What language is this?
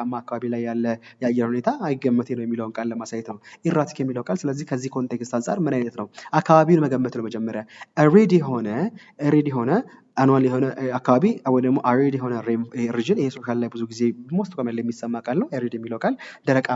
Amharic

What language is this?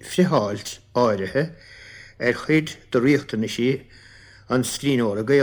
Irish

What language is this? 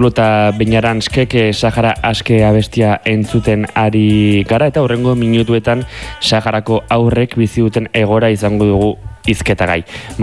Basque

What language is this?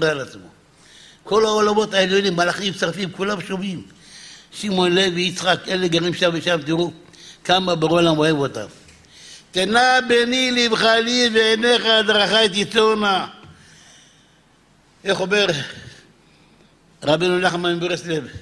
Hebrew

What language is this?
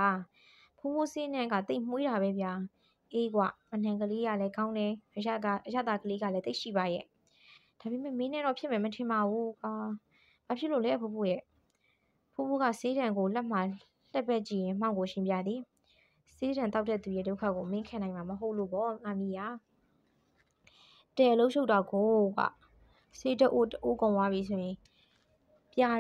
Burmese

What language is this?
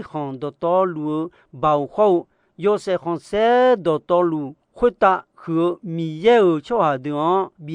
Akha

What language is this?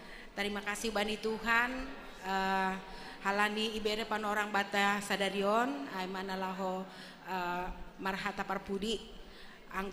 Batak Simalungun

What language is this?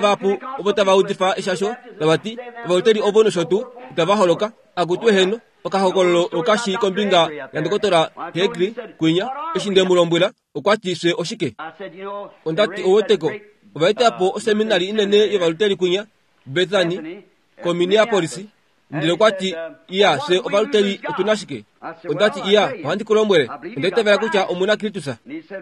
Kuanyama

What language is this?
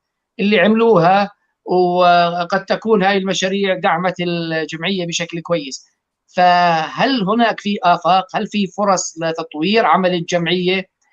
North Levantine Arabic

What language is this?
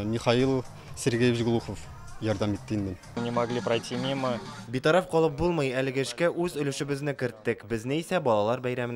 Tatar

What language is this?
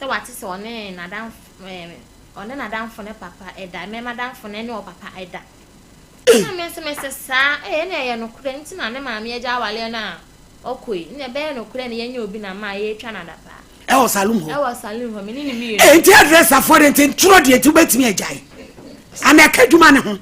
Akan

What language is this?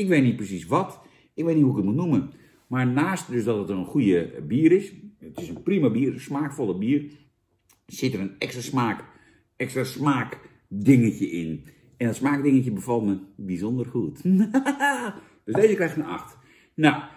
Dutch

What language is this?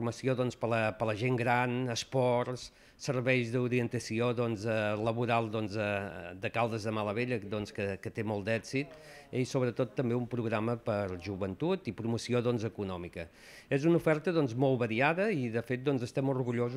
Catalan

